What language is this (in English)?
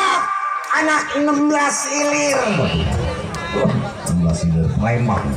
Betawi